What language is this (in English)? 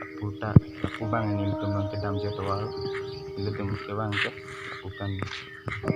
Karbi